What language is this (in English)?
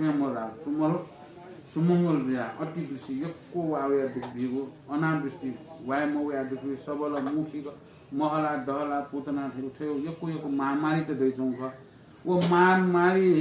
Newari